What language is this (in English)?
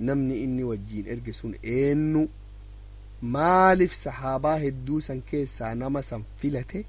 Oromo